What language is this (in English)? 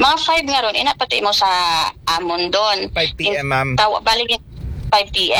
Aklanon